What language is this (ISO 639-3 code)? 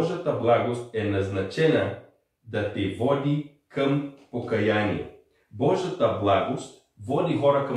bul